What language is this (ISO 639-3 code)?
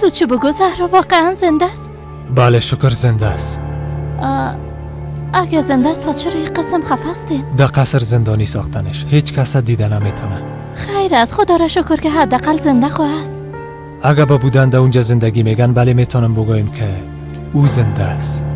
fas